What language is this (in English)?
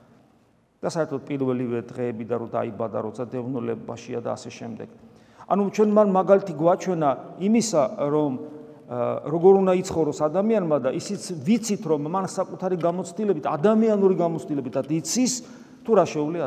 Georgian